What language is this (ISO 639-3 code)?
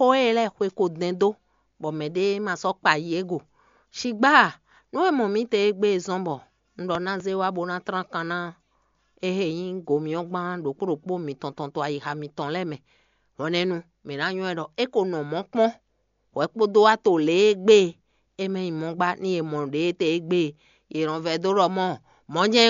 fon